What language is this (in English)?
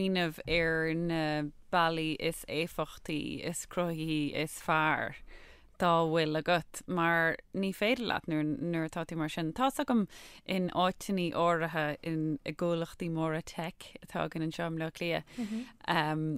Irish